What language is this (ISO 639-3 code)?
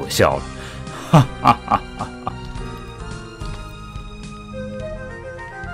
zho